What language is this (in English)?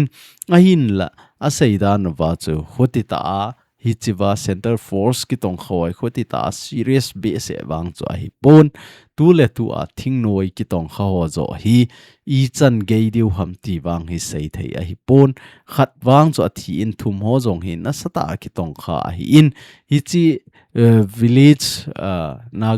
Thado Chin